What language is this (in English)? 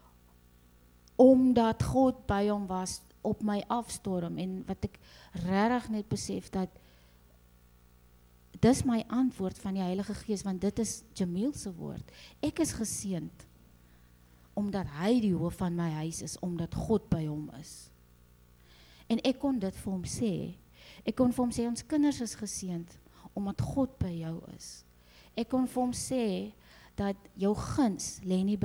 Afrikaans